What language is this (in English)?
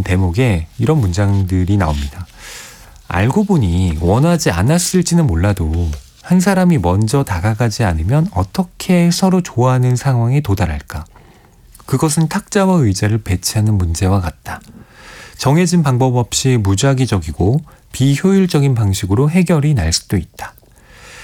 Korean